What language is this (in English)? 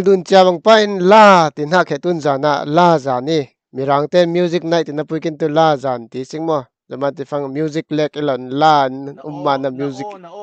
Falam Chin